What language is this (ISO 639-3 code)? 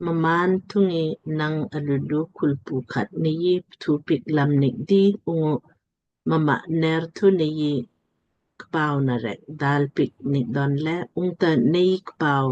lmk